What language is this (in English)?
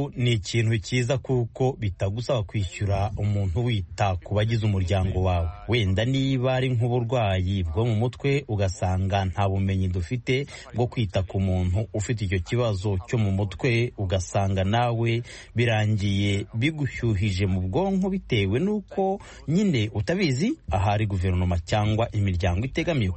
Kinyarwanda